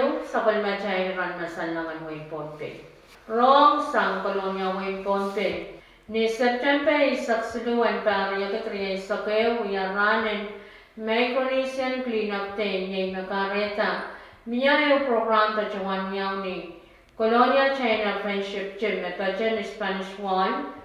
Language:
Pohnpeian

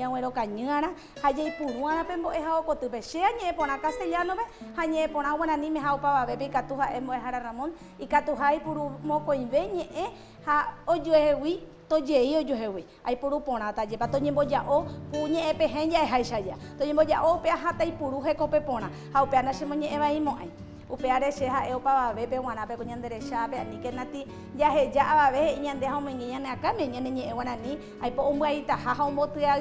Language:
Guarani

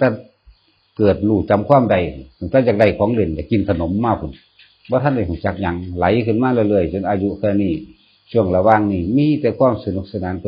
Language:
Northeastern Thai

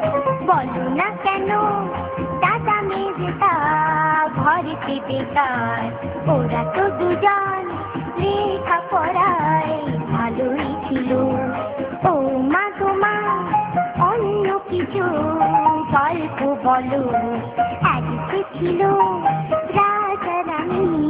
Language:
Bangla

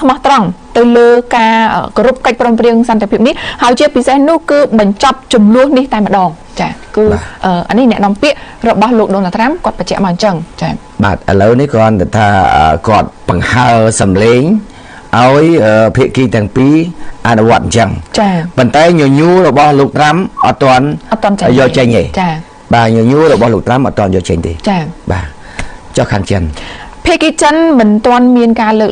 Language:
Khmer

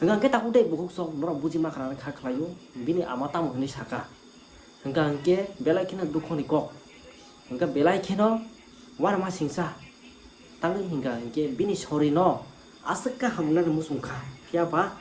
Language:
Kok Borok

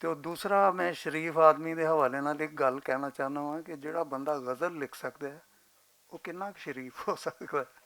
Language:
Western Panjabi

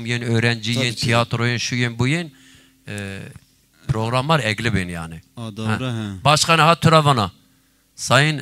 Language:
Zaza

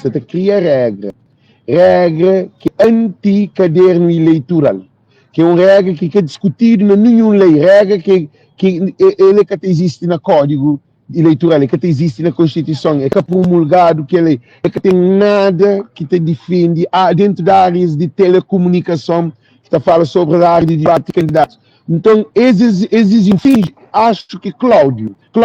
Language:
Kabuverdianu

